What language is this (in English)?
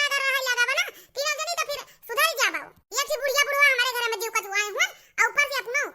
Awadhi